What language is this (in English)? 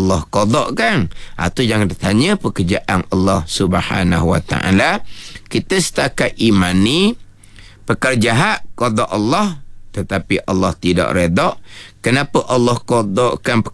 Malay